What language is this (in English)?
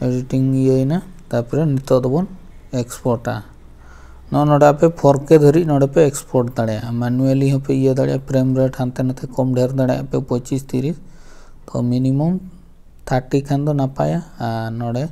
Santali